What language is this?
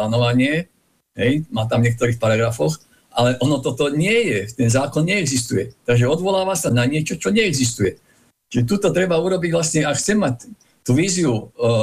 Slovak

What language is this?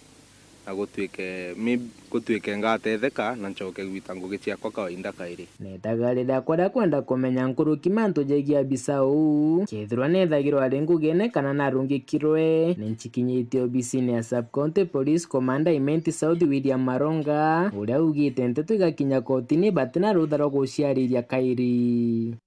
Meru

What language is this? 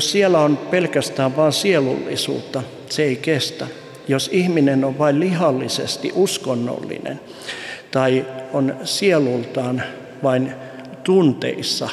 Finnish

